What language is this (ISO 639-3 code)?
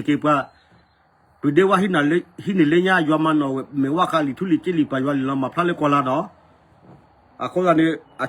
ksw